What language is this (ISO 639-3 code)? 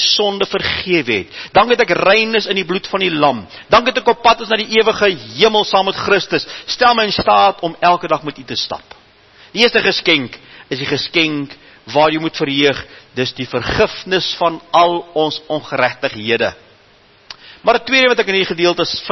afr